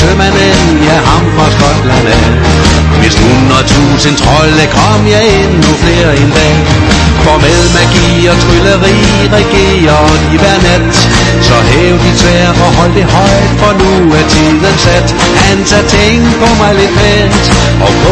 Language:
Danish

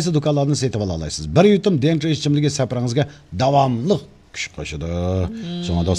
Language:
Uyghur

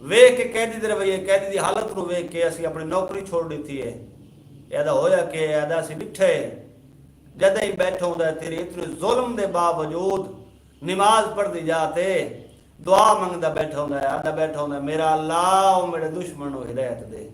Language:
Saraiki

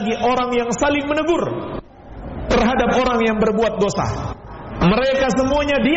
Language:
Indonesian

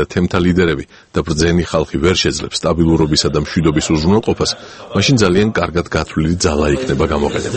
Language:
Georgian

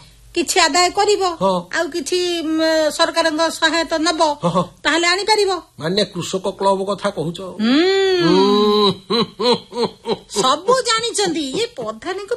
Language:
Odia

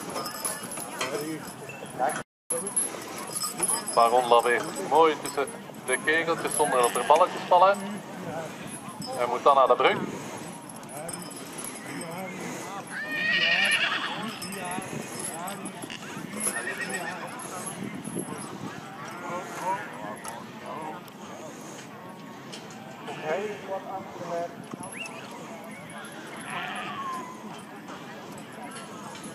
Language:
Dutch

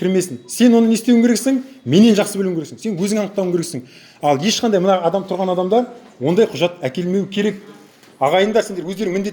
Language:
Kazakh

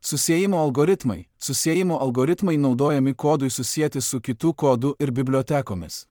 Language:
Lithuanian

